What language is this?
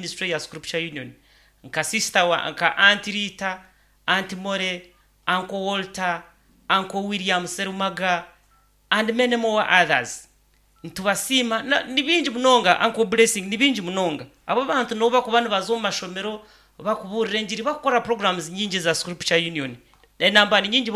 Nyankole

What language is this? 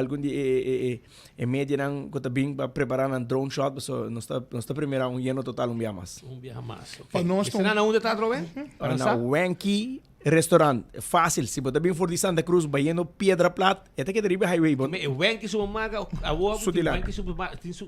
Papiamento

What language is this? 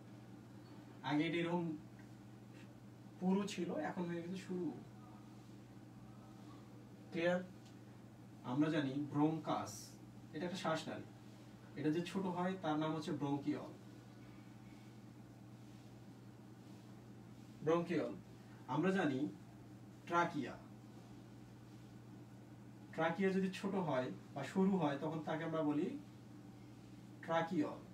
Bangla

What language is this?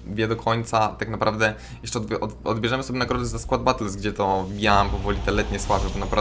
Polish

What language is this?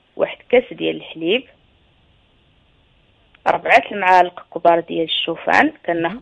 Moroccan Arabic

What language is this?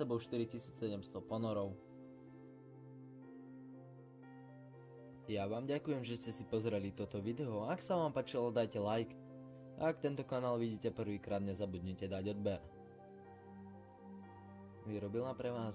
Slovak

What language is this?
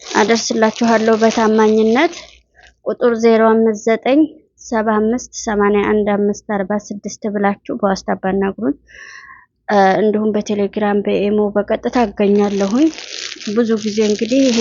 Amharic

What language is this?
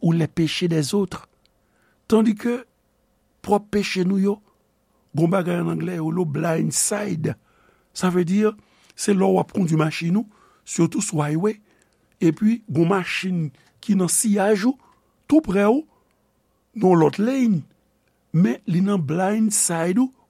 Haitian Creole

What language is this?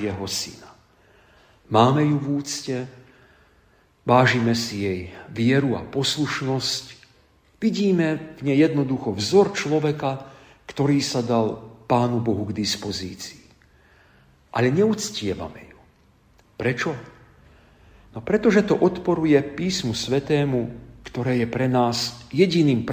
Slovak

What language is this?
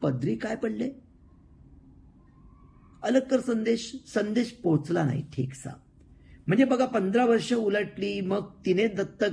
Marathi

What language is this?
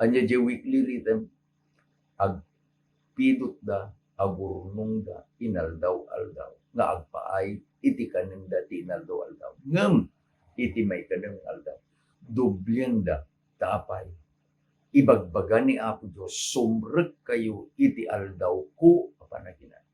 Iloko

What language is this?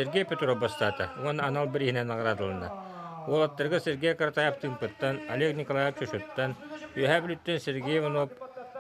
Yakut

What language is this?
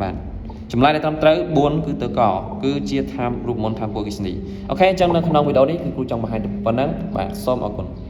Khmer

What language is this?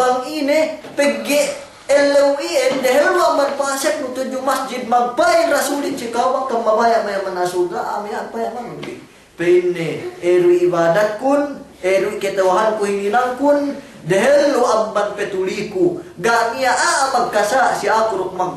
Yakan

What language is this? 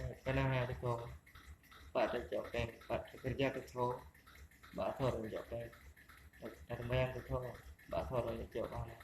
Achinese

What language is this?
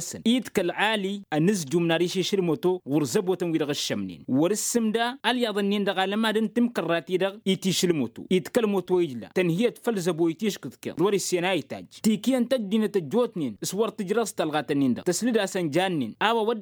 Tamasheq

